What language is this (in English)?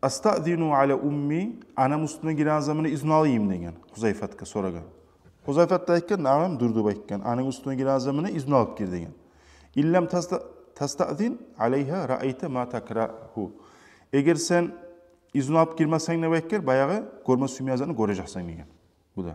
Kumyk